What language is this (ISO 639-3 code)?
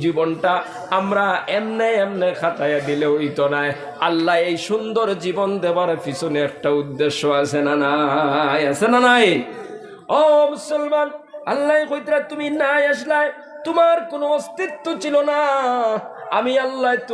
syl